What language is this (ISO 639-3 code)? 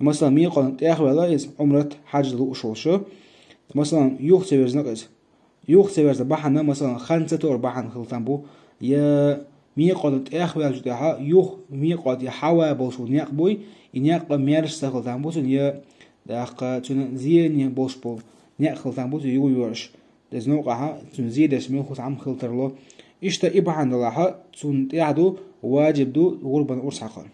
che